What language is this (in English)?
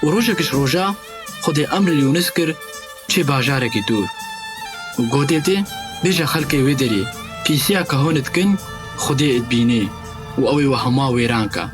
Kurdish